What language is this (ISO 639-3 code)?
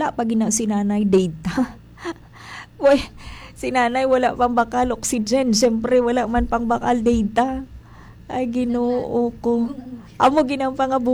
hil